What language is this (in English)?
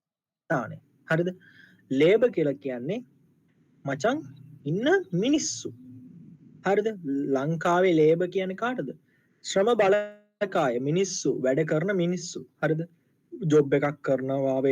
Sinhala